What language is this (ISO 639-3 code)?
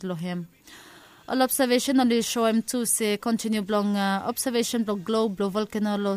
bis